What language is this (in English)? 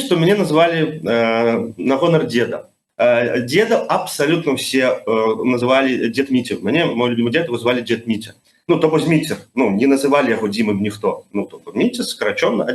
Belarusian